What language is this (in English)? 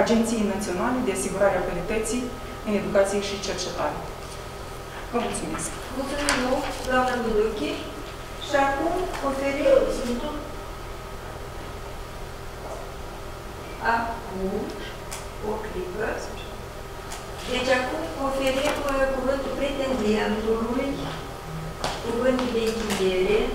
Romanian